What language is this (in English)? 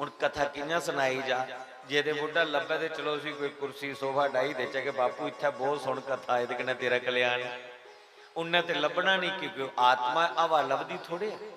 Dogri